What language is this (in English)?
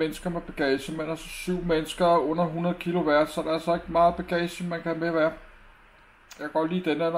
Danish